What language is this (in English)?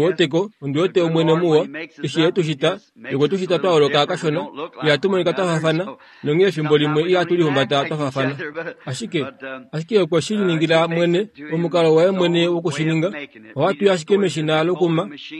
Kuanyama